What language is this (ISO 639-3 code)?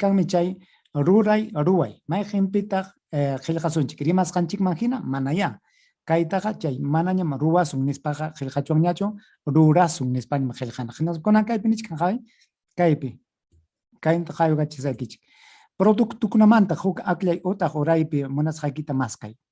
quy